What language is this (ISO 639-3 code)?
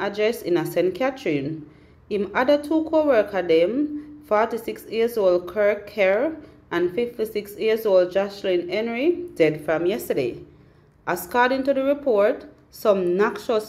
jam